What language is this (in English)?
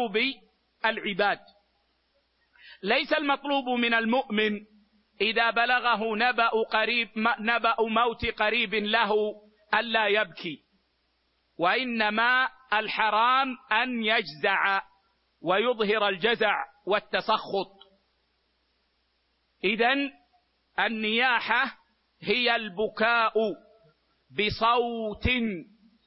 Arabic